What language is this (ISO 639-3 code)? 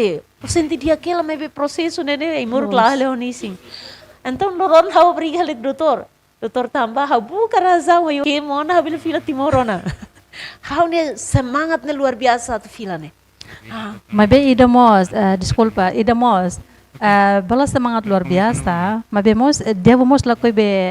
tet